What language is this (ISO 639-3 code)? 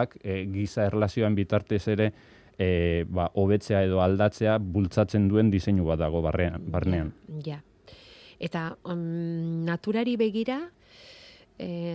eus